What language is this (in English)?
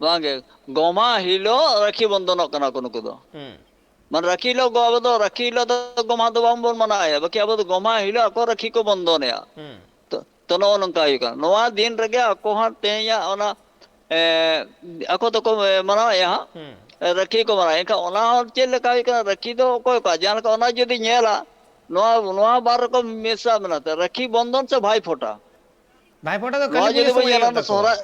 Santali